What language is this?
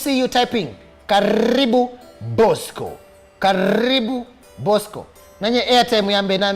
Kamba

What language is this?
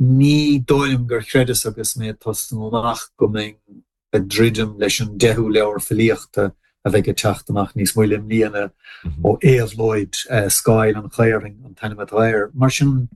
Irish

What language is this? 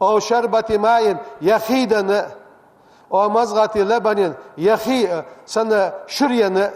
Ingush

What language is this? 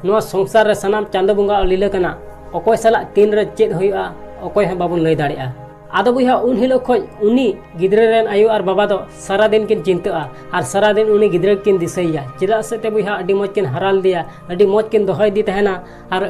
Santali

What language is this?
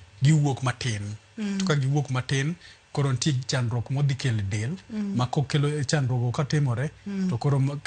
Luo (Kenya and Tanzania)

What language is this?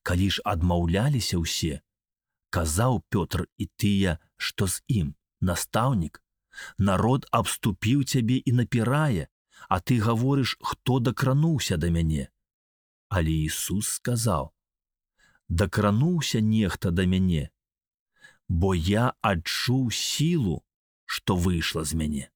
Belarusian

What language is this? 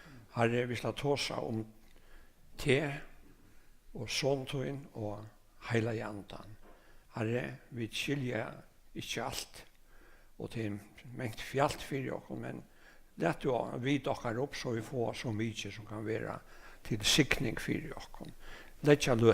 Faroese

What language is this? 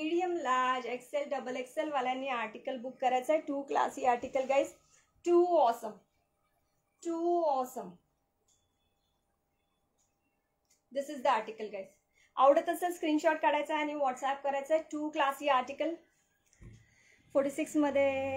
Marathi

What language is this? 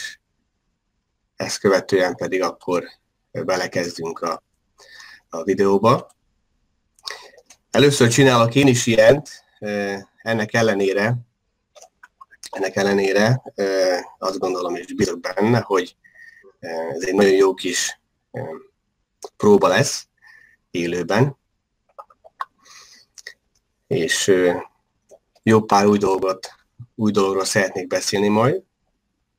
Hungarian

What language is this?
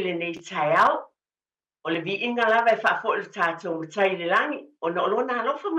Samoan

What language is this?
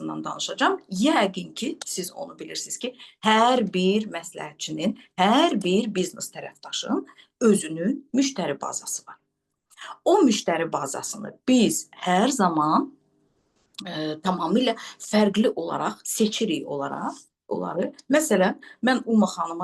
Azerbaijani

